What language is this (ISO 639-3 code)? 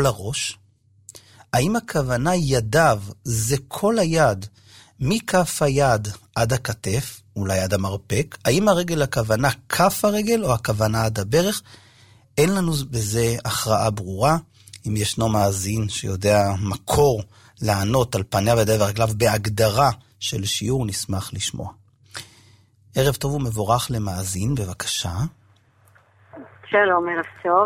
heb